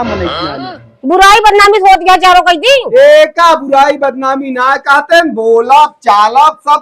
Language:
Awadhi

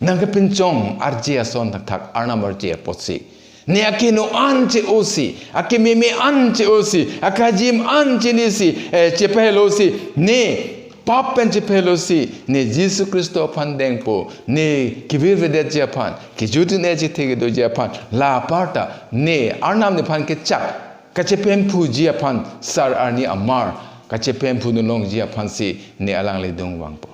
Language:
Karbi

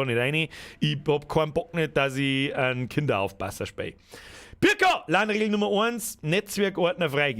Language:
Bavarian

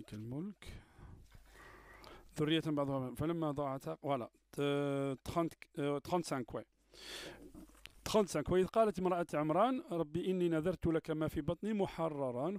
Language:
French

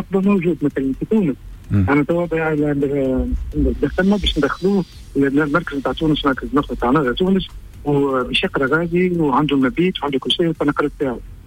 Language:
Tunisian Arabic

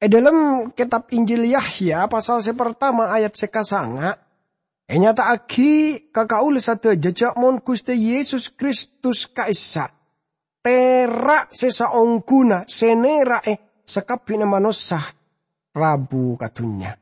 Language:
Madurese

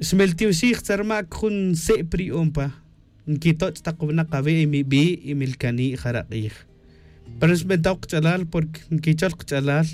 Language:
Tz'utujil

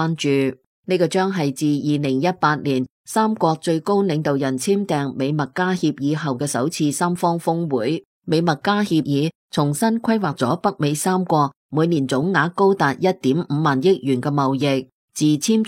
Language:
Cantonese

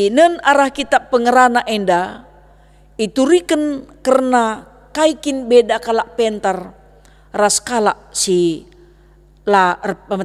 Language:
Batak Karo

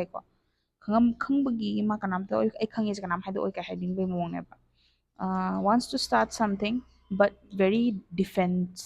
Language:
Manipuri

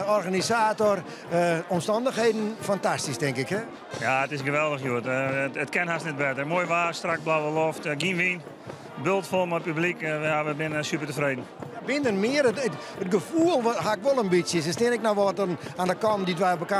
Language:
Western Frisian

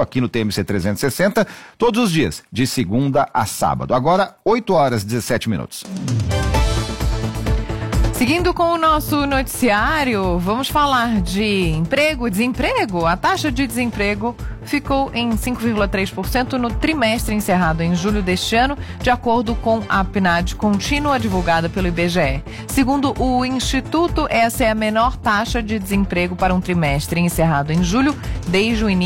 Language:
Portuguese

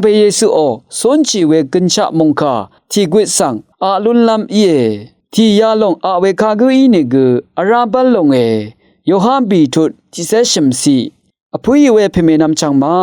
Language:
Rawang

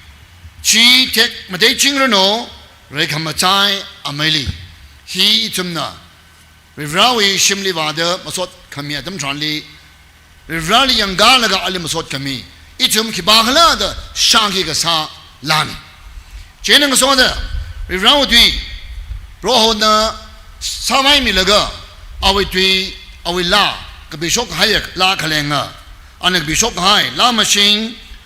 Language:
Tangkhul Naga (India)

